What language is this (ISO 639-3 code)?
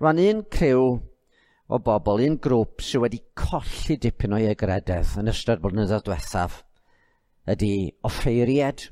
cym